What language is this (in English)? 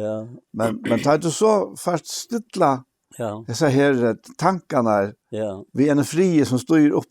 Faroese